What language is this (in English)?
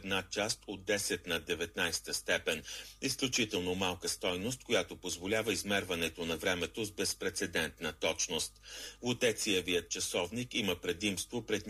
Bulgarian